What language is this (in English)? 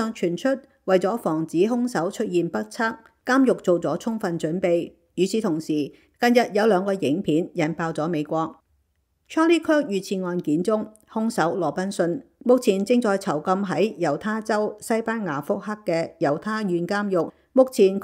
Cantonese